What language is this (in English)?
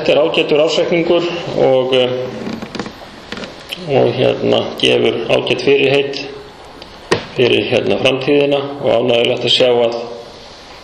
Icelandic